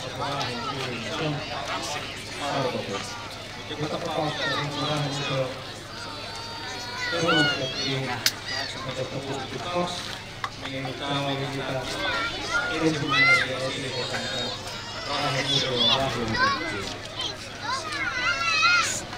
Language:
Finnish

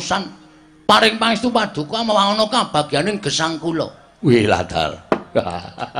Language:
Javanese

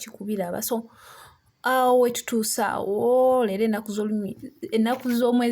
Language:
Ganda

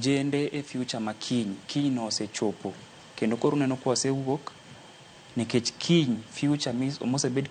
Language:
Luo (Kenya and Tanzania)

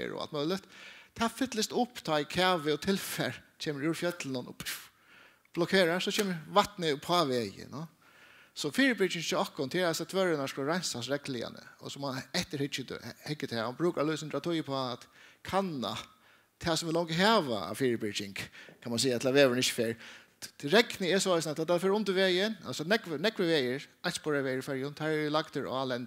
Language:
Faroese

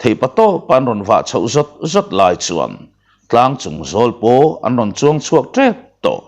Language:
Mizo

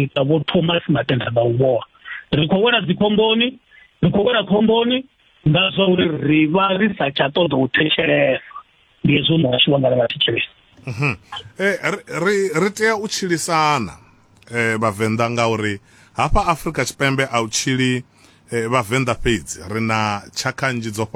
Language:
Venda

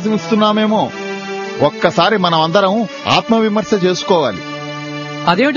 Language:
Telugu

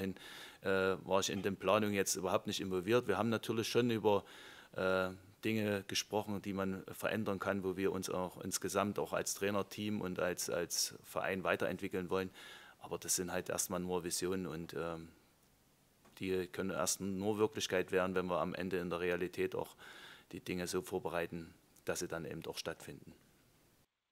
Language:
German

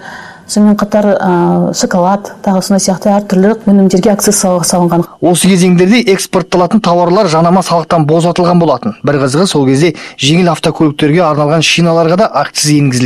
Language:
Kazakh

